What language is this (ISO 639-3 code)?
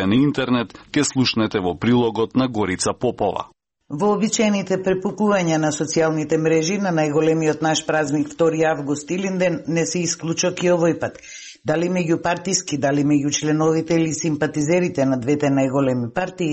mkd